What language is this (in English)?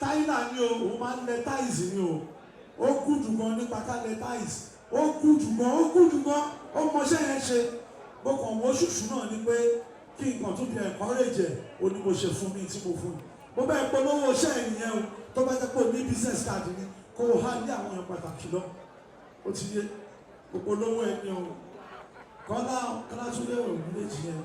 Yoruba